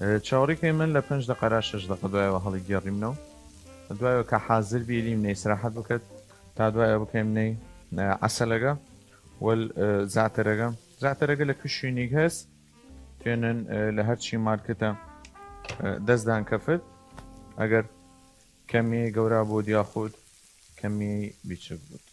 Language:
Southern Kurdish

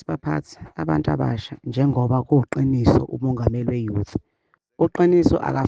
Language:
Zulu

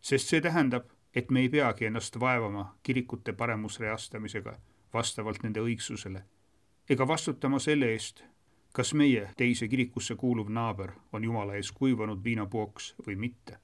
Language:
Estonian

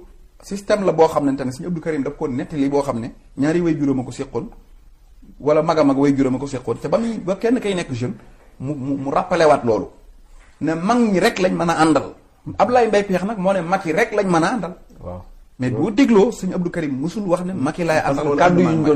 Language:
Wolof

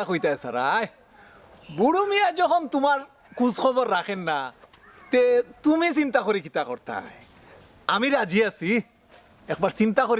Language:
Sylheti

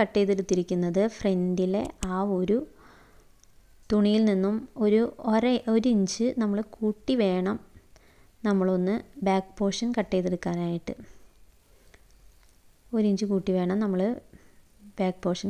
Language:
Malayalam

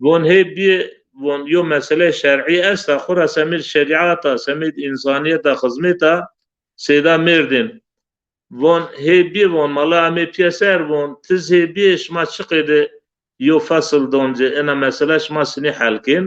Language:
Zaza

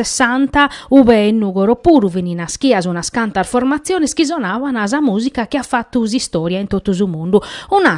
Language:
Sardinian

